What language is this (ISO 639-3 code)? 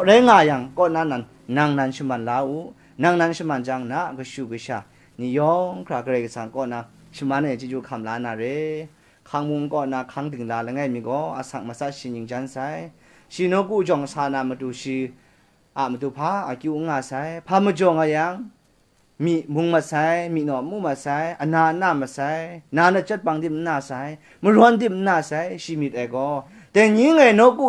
kac